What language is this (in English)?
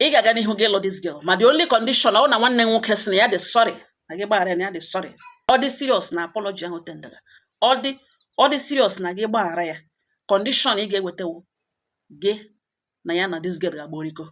Igbo